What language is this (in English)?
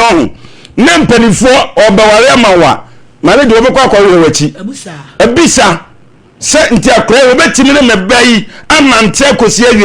Akan